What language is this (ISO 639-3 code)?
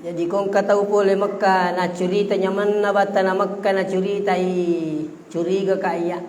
bug